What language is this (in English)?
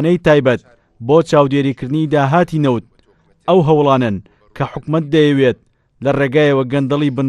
Central Kurdish